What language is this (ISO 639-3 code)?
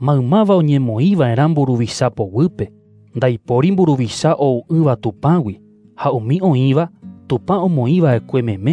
grn